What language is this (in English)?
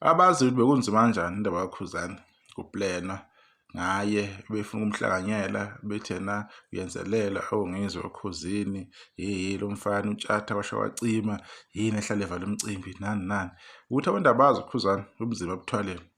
Zulu